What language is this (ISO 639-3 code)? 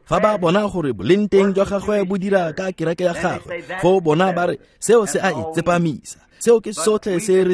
tsn